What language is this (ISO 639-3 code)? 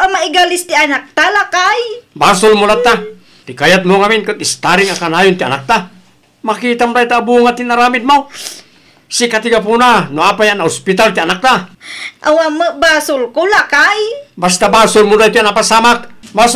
ilo